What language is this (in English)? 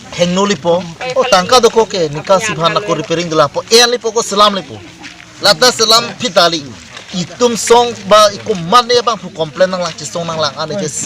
Karbi